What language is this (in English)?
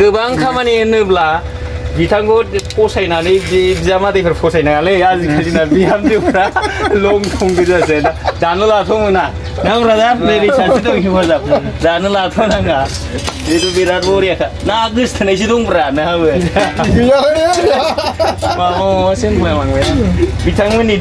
Bodo